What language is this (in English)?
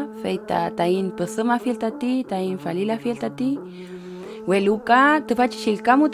Mapuche